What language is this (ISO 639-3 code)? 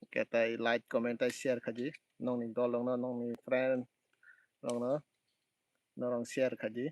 trp